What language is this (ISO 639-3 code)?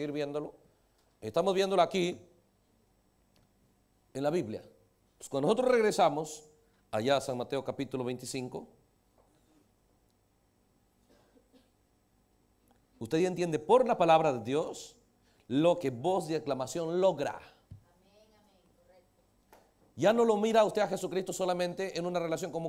spa